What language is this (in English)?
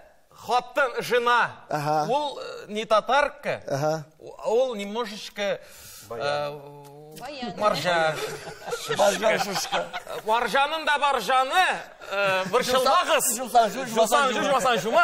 Tatar